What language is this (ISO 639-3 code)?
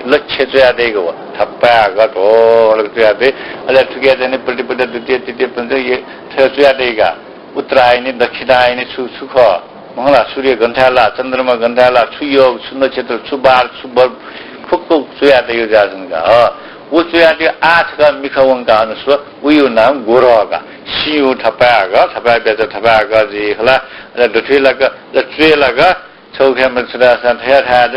new